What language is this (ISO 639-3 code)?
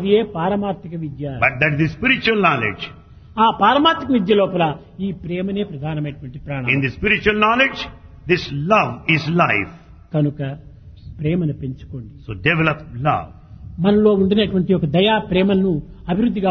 tel